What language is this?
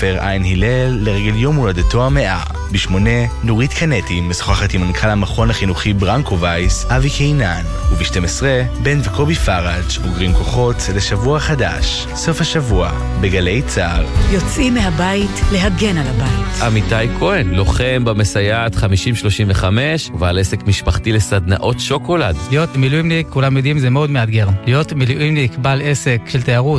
Hebrew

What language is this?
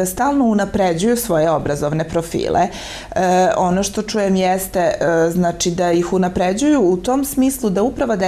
Serbian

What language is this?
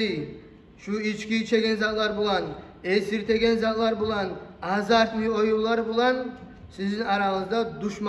Kumyk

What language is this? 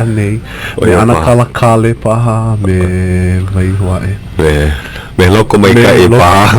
Hawaiian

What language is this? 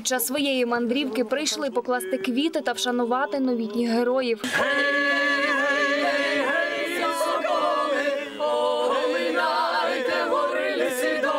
Ukrainian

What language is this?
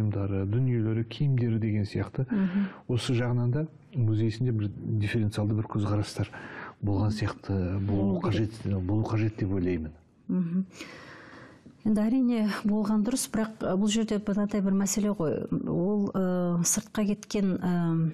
Kazakh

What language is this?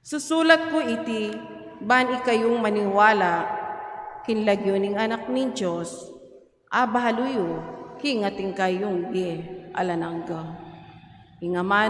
Pampanga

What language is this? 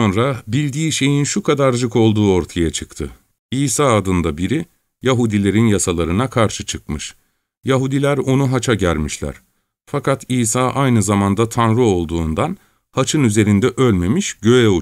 Turkish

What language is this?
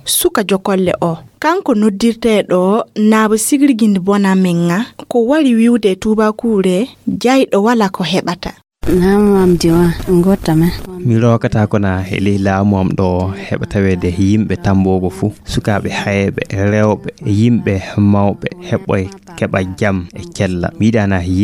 Fula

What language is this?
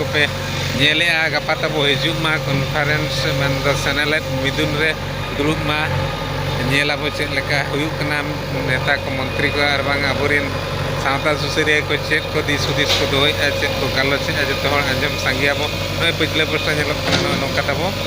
Santali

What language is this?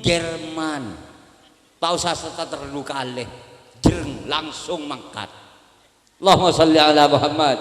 Madurese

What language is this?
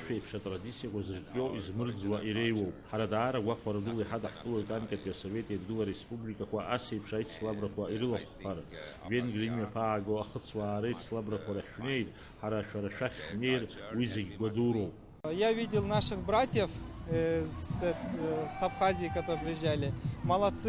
Abkhazian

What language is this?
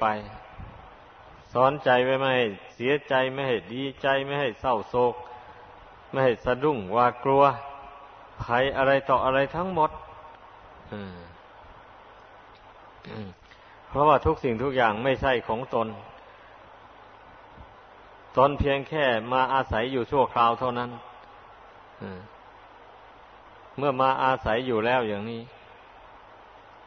Thai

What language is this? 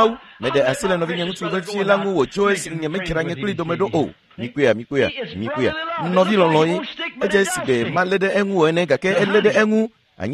Ewe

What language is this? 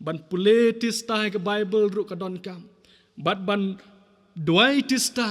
Khasi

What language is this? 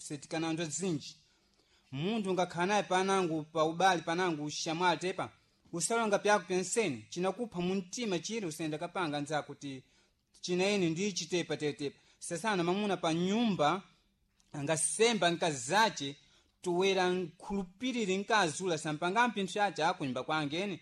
Sena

